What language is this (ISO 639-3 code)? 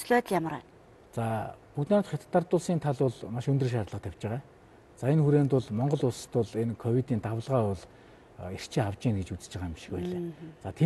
mon